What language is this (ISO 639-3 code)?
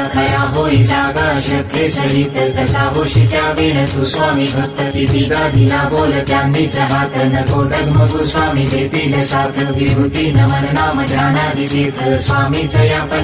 mar